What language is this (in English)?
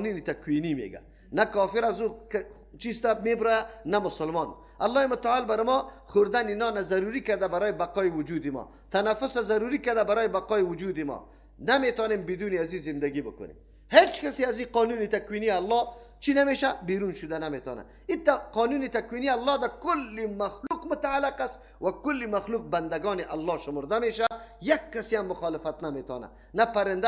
Persian